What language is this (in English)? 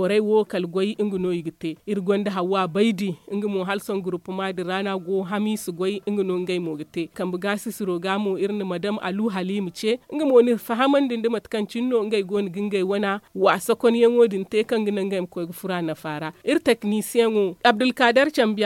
Zarma